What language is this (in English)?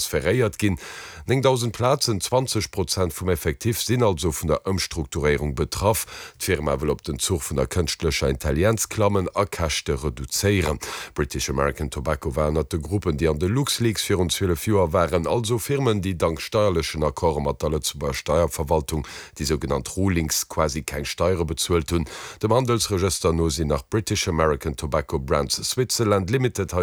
Luxembourgish